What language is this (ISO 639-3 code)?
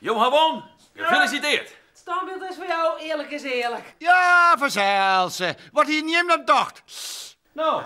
fry